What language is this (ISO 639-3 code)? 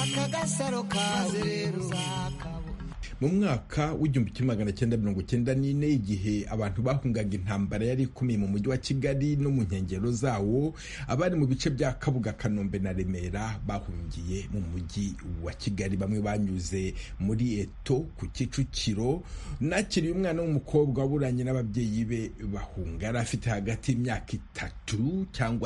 kin